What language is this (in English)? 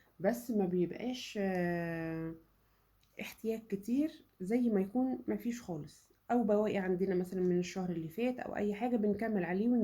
Egyptian Arabic